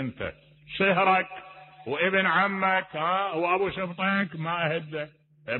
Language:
Mesopotamian Arabic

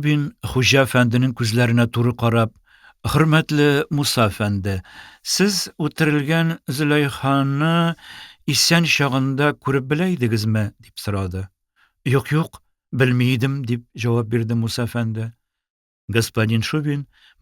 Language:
Tatar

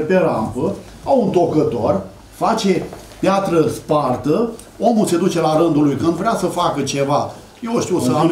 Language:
Romanian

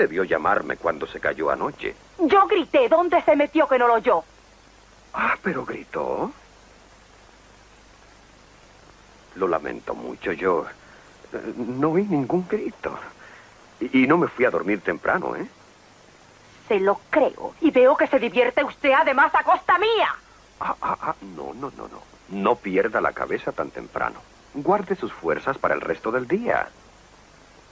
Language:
Spanish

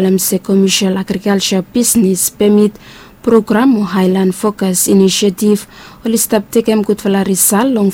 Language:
Bislama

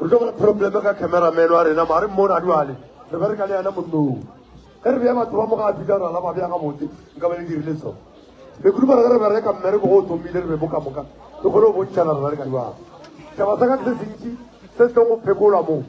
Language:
Northern Sotho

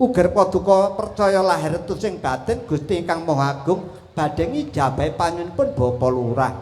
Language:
Javanese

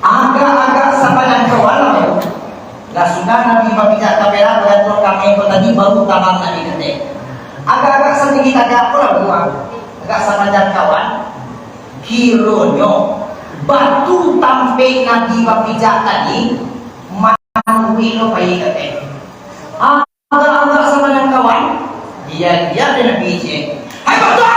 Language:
Minangkabau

